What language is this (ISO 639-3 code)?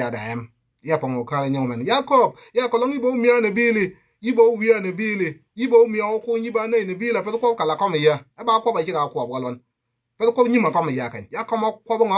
nus